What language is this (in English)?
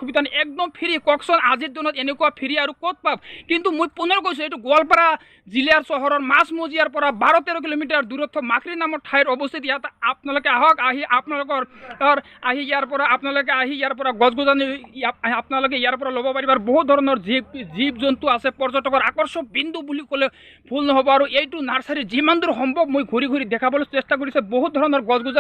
Assamese